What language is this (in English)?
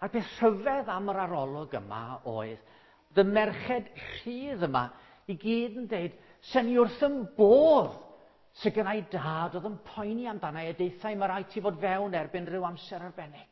Welsh